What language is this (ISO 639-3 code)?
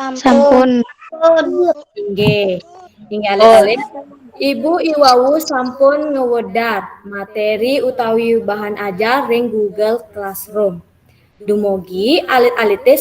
ban